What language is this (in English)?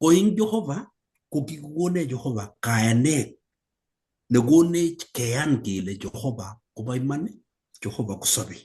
Kalenjin